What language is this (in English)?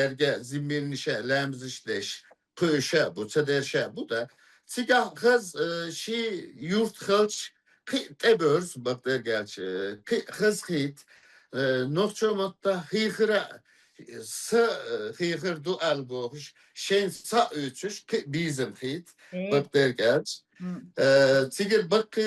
Chechen